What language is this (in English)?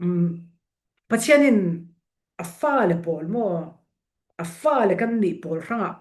Falam Chin